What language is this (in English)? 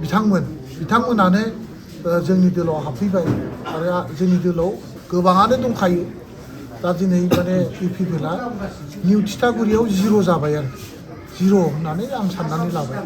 Bodo